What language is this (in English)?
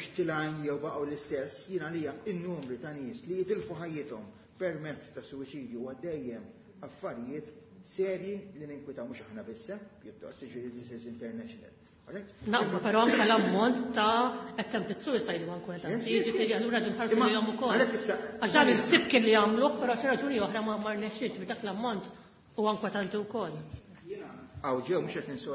Maltese